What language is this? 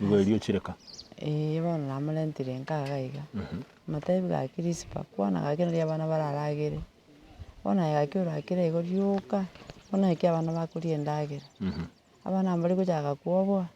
Gusii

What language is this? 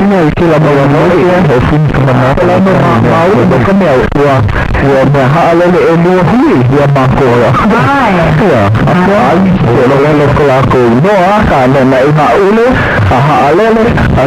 Hawaiian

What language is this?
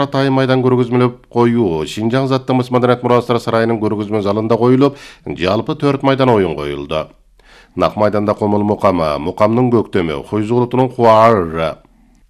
Kyrgyz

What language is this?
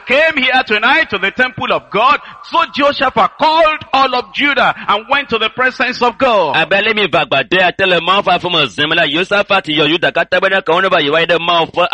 Ewe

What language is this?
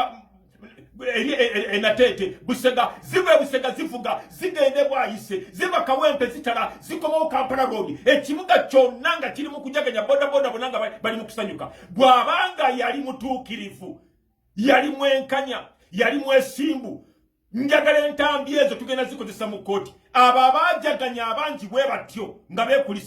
Ganda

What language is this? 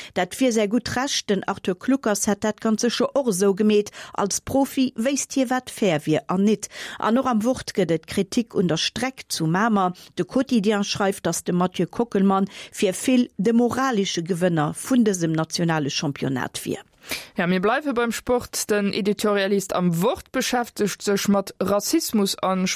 Luxembourgish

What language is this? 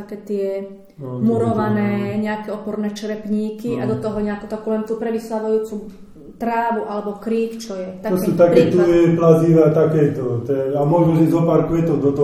Slovak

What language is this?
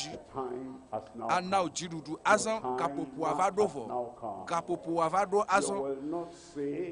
Ewe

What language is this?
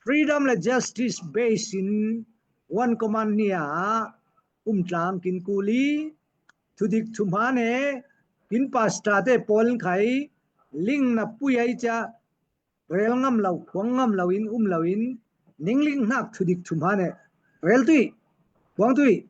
Falam Chin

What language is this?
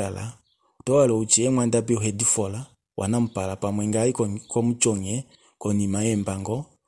Kuanyama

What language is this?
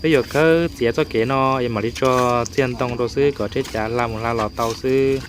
Hmong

